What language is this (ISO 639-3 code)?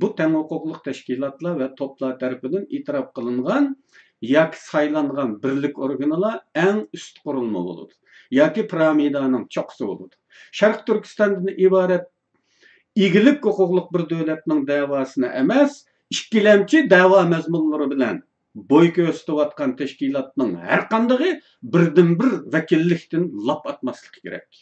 uig